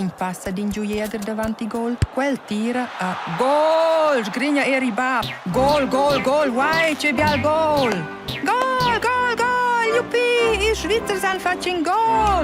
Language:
Romansh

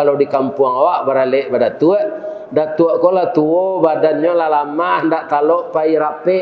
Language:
Minangkabau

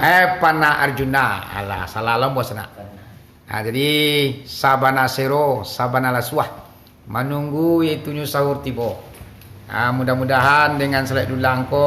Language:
Minangkabau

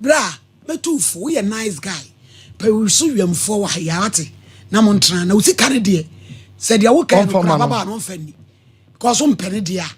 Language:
Akan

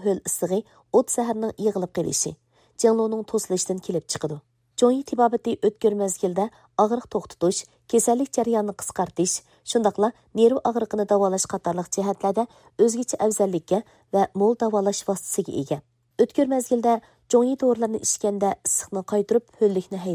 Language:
Uyghur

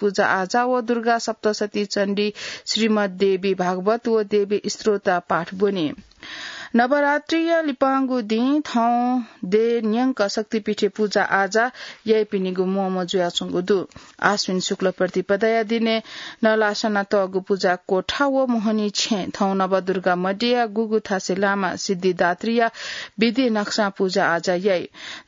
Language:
Newari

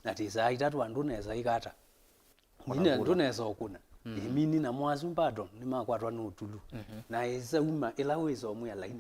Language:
Kamba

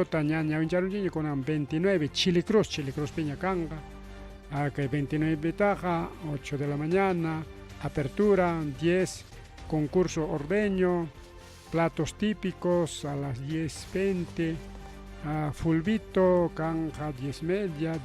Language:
Ayacucho Quechua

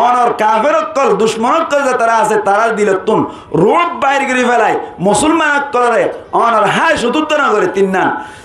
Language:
Rohingya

